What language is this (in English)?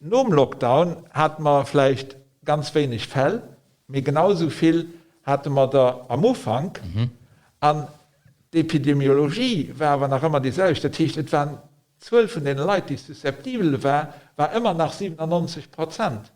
Luxembourgish